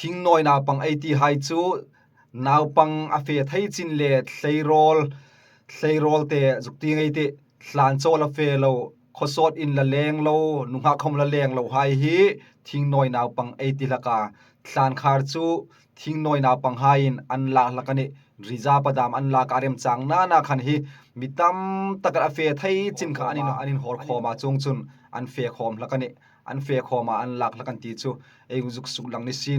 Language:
Hmar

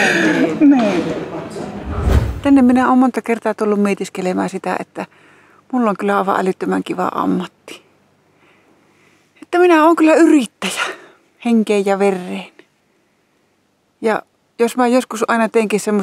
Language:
Finnish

